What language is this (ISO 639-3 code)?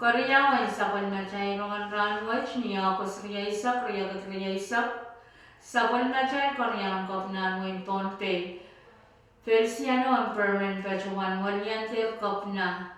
pon